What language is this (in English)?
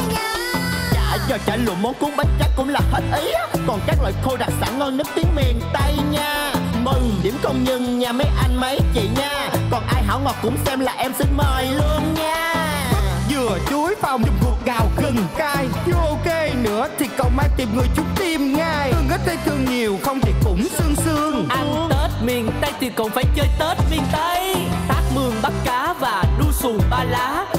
Vietnamese